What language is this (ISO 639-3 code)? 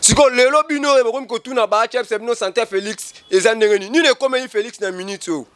lin